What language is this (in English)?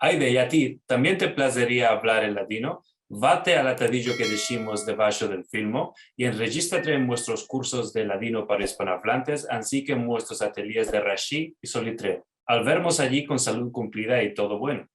Ladino